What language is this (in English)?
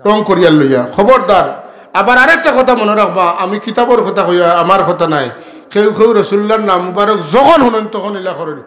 Sylheti